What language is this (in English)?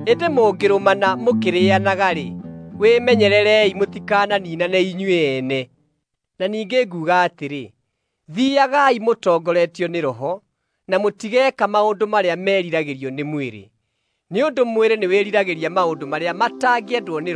Kikuyu